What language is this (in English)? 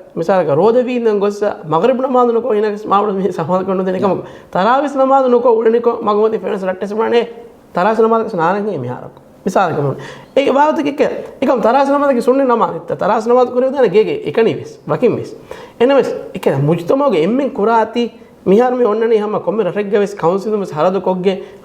Divehi